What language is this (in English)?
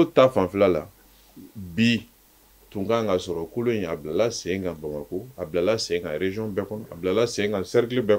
Bambara